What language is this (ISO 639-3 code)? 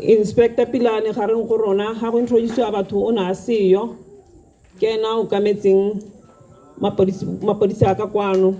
tsn